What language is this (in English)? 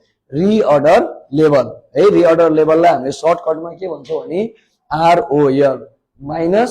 Nepali